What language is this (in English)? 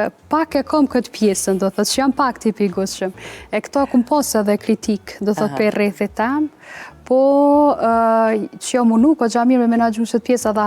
Albanian